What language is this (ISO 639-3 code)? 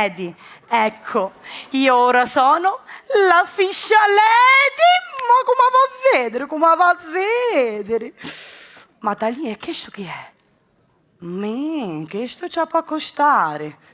scn